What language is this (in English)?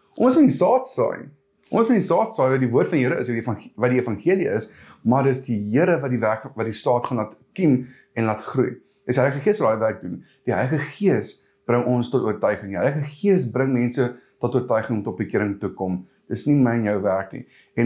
Afrikaans